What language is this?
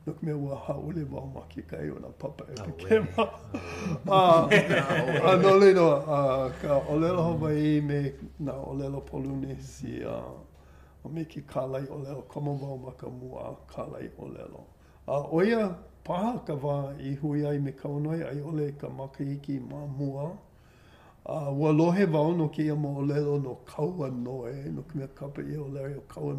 Hawaiian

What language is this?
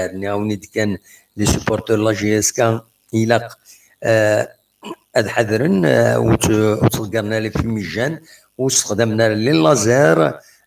Kabyle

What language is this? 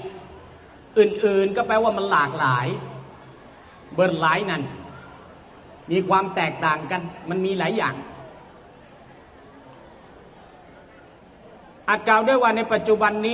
Thai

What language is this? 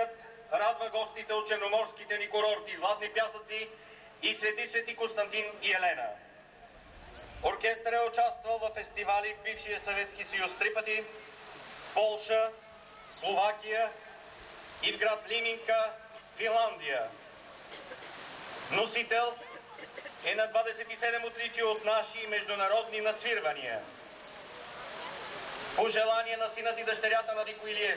Bulgarian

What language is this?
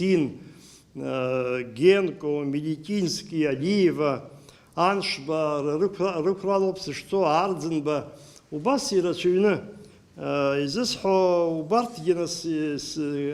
Abkhazian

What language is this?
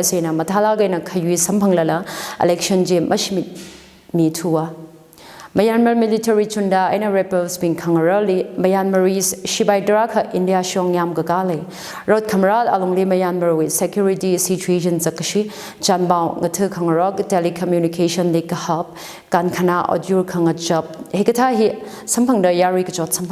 Tangkhul Naga (India)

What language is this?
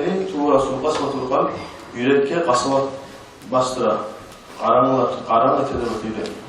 Kumyk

